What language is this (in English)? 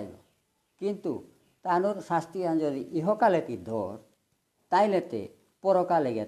Bishnupriya